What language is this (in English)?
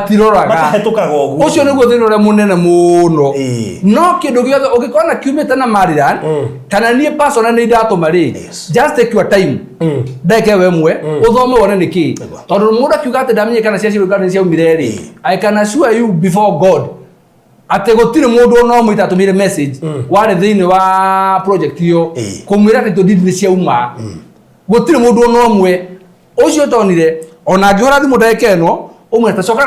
Kikuyu